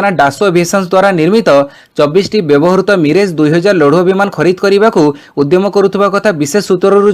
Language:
Odia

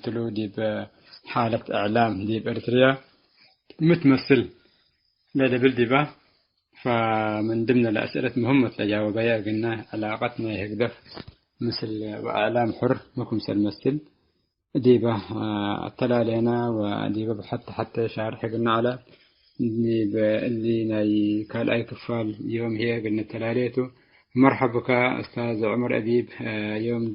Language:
Tigre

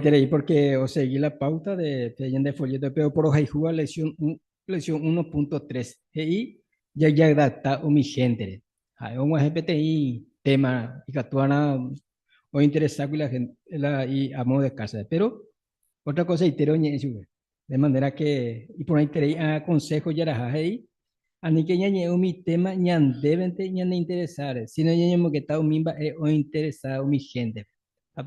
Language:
Guarani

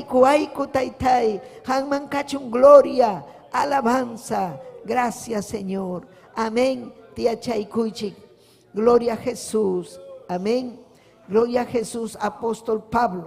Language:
Ayacucho Quechua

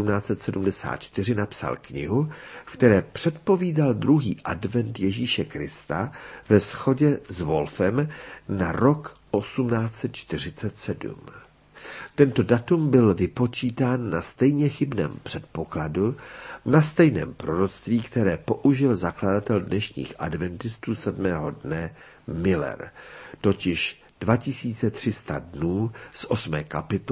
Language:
Czech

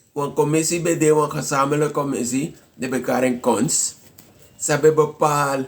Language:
Sranan Tongo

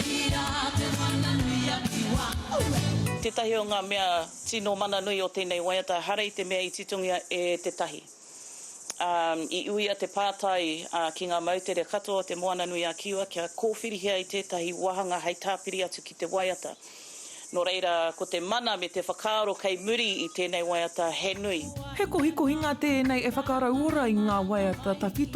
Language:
Māori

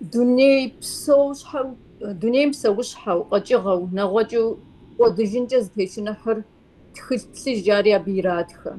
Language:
Kabardian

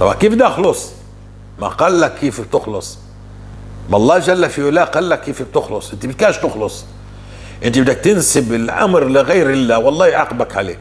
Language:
North Levantine Arabic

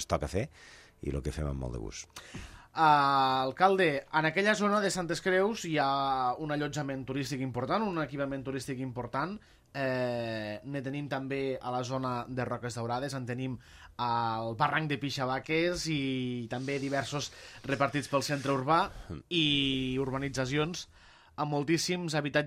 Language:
Catalan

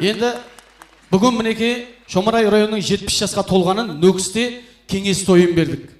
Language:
Kara-Kalpak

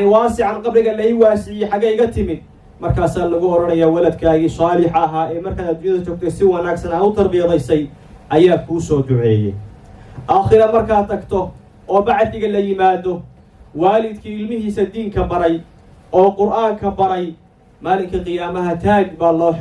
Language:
Somali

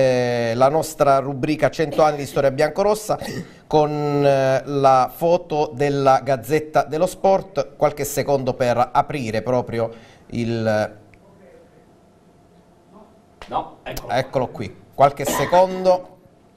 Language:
Italian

